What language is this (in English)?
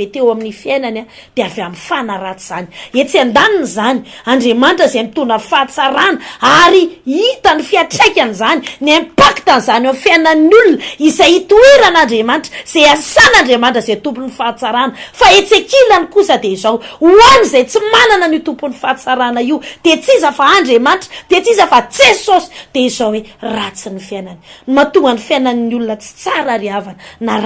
Malagasy